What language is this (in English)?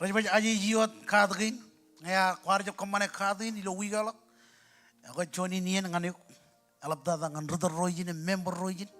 Marshallese